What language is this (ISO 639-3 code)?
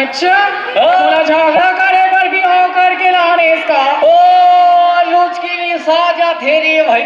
hne